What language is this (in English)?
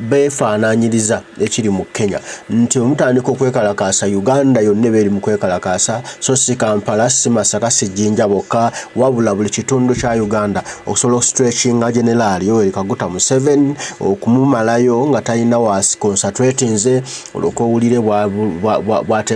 Ganda